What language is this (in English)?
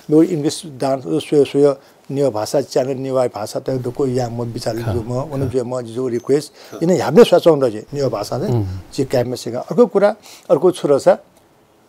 Newari